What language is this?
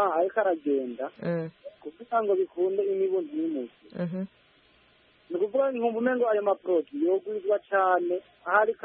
Kinyarwanda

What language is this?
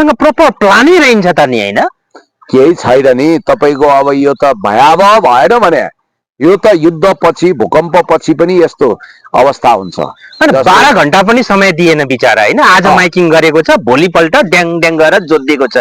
Nepali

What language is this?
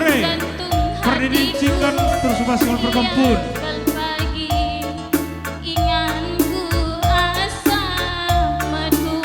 Batak Karo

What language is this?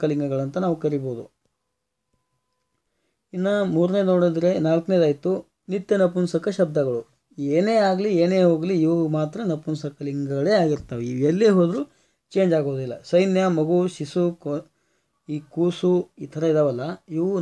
Kannada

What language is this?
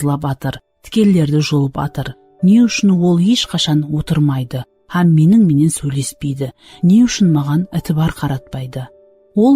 Kara-Kalpak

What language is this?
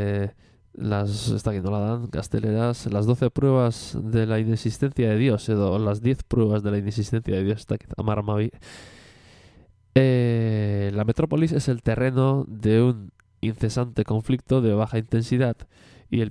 Basque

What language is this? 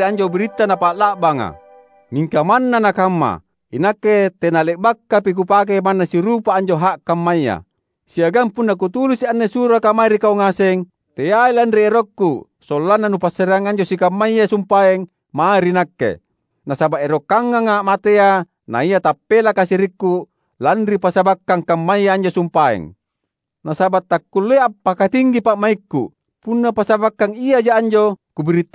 Makasar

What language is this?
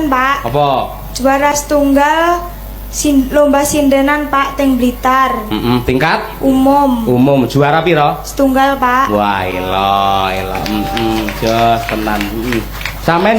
Javanese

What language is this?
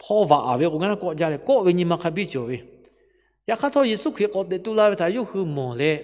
Lahu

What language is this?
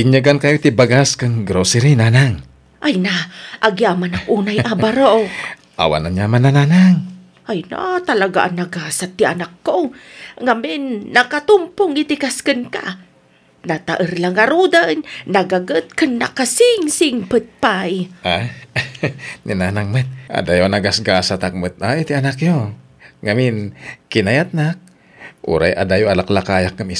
Iloko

